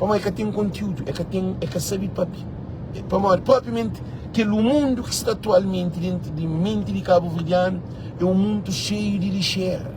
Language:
Kabuverdianu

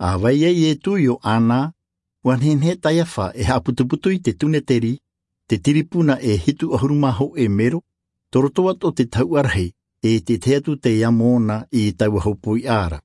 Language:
Tahitian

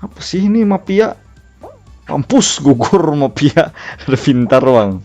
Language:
Banjar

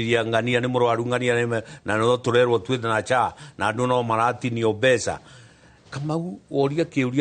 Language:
Kikuyu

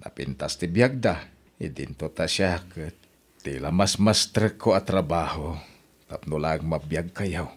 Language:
Iloko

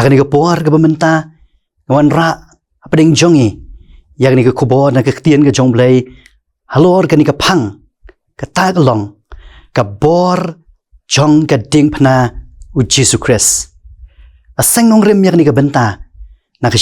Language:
Khasi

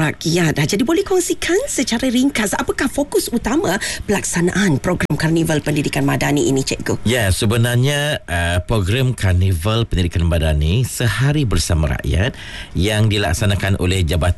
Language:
Malay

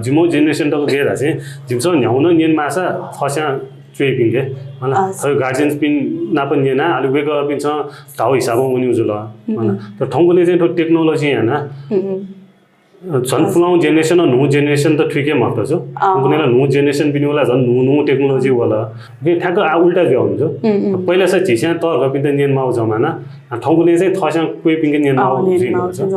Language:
Newari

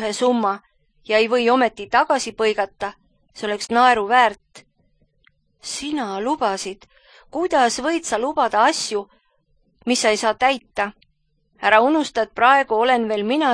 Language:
Estonian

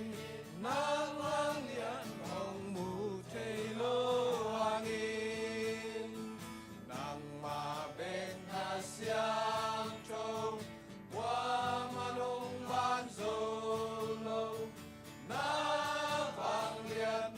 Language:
Tedim Chin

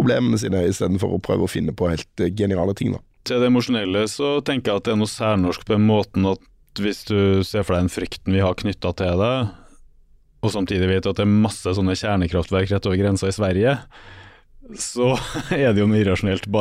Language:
Norwegian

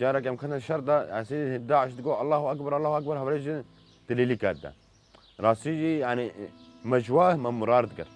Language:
Kurdish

